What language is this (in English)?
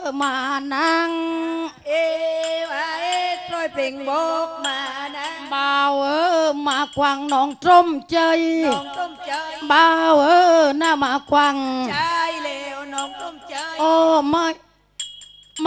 Southern Thai